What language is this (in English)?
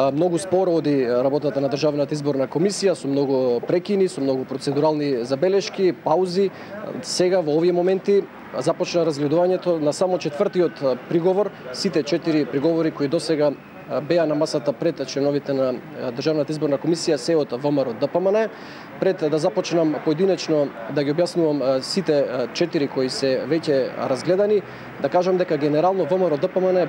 Macedonian